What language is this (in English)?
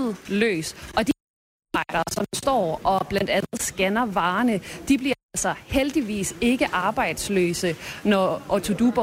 Danish